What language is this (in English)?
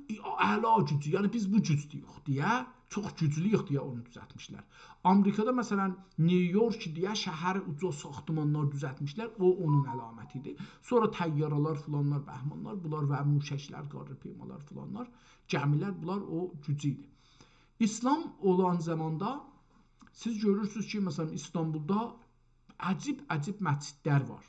South Azerbaijani